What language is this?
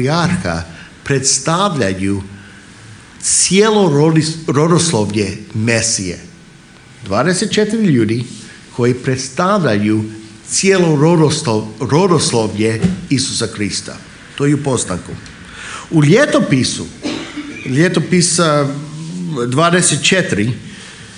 Croatian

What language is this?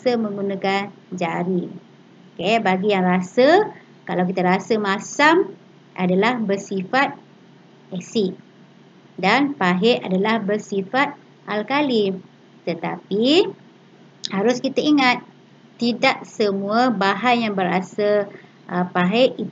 Malay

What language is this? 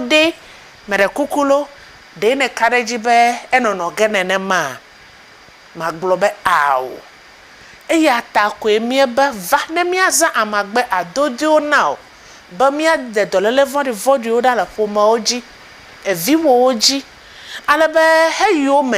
Ewe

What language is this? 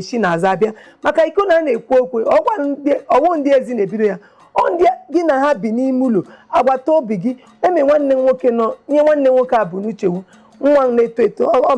Igbo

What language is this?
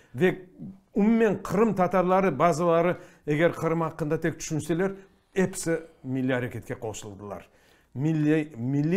Crimean Tatar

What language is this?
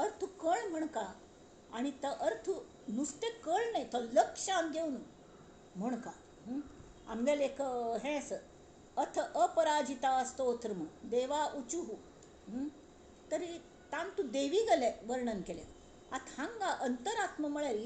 Konkani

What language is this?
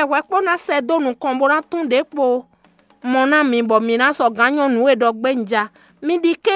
Fon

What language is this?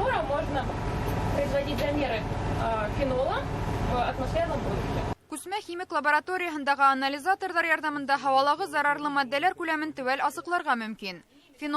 Bashkir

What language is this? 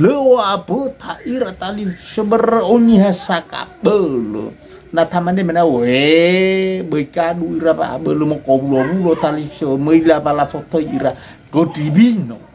Nias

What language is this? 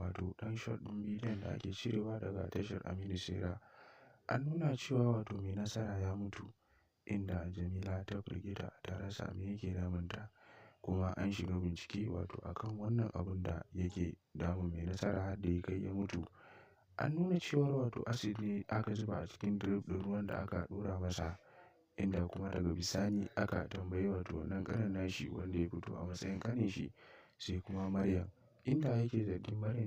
Hausa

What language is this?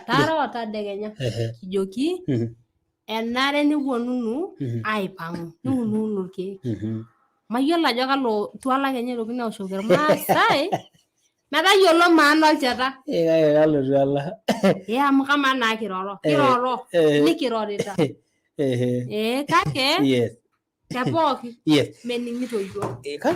Masai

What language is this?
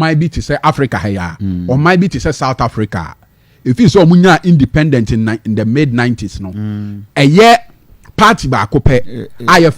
Akan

